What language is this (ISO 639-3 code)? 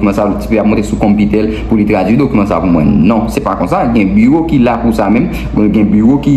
hat